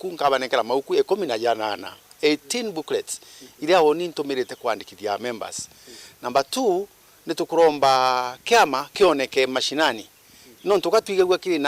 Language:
Meru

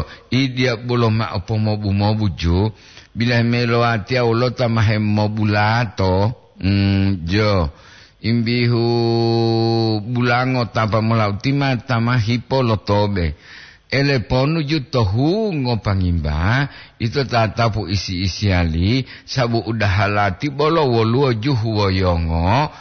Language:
Gorontalo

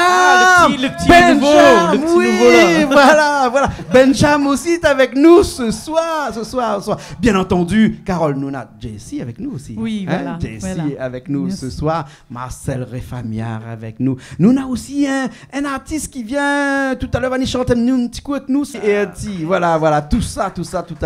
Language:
Réunion Creole French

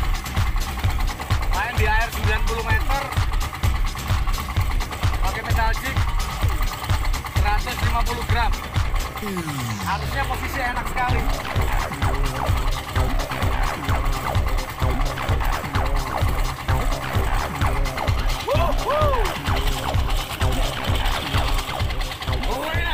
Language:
Indonesian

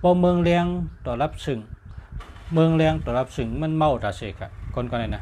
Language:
Shan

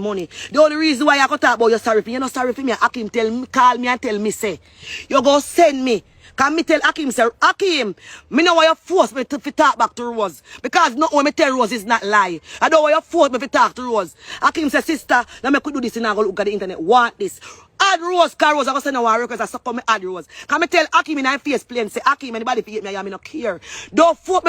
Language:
Jamaican Creole English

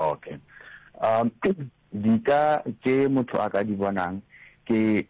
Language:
Northern Sotho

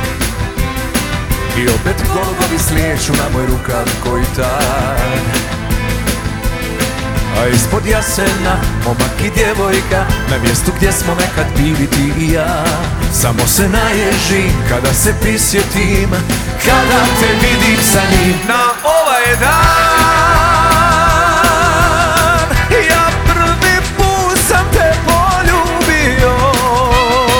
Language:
Croatian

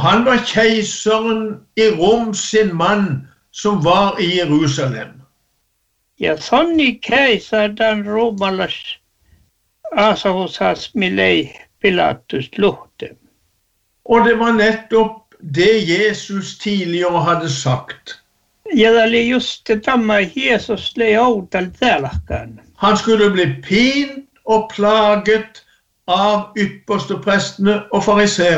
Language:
Norwegian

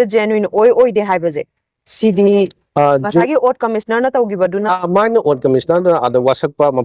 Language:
Manipuri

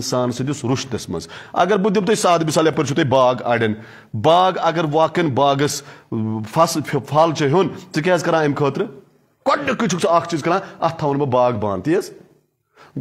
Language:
Kashmiri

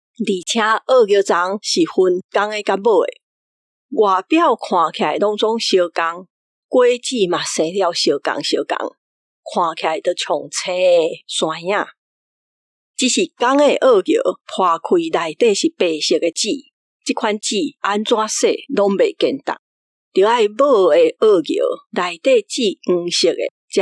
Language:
Min Nan Chinese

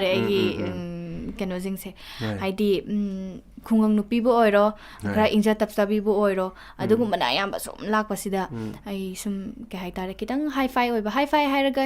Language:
Manipuri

